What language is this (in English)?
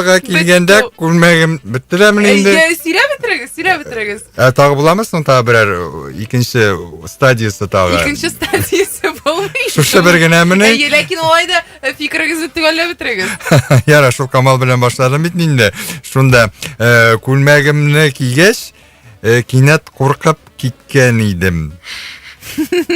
Tatar